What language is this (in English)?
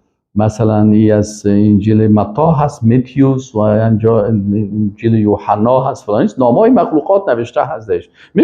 Persian